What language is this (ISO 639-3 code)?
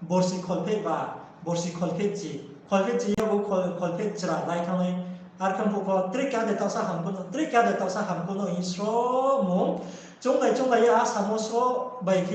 ria